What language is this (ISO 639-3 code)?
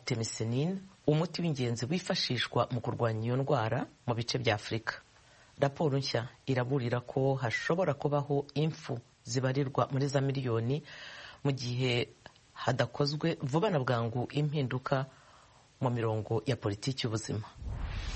kin